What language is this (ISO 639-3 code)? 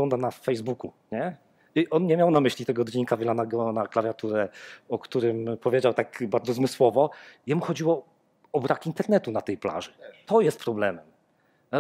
pol